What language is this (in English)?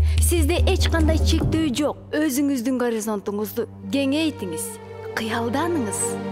Kyrgyz